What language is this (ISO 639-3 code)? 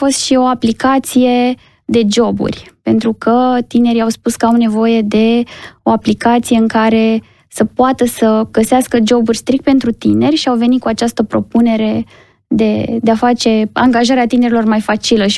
ron